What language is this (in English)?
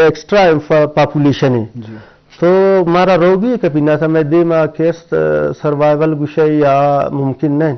Eastern Balochi